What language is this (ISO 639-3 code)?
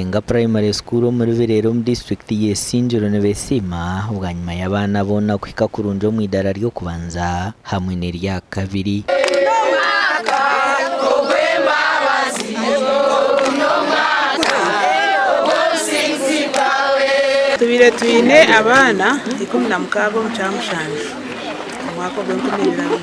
nyn